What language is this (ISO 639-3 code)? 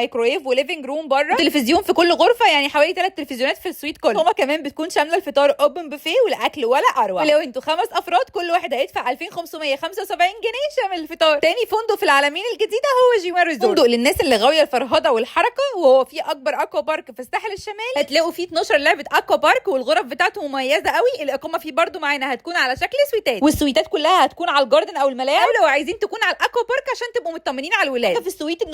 arz